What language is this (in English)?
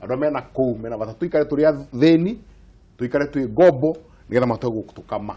Kikuyu